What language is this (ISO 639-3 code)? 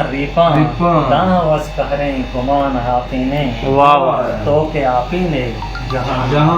bgp